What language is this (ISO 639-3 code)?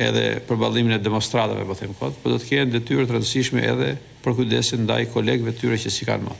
sqi